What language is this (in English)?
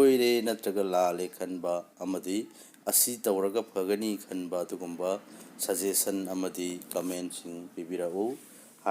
Manipuri